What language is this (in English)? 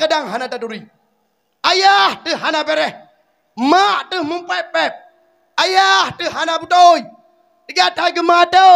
Achinese